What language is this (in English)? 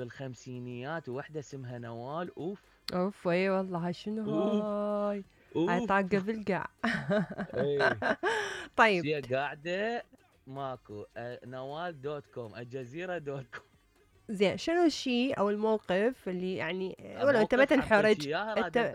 Mesopotamian Arabic